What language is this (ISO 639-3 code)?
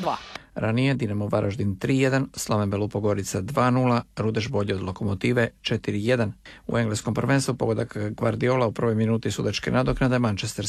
hrv